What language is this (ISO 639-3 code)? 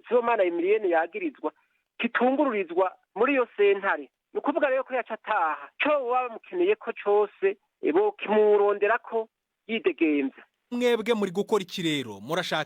run